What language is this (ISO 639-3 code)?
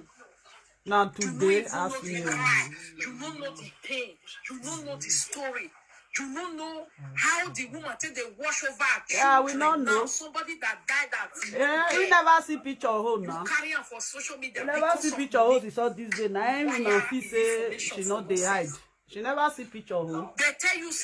pcm